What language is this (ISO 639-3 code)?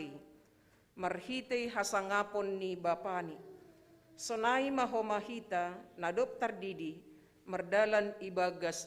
bts